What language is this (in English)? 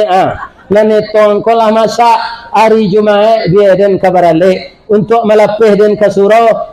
Minangkabau